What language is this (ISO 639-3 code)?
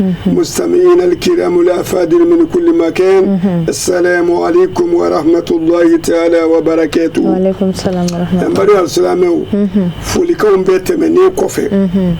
bam